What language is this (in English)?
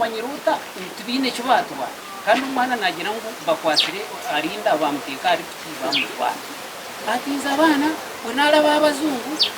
Nyankole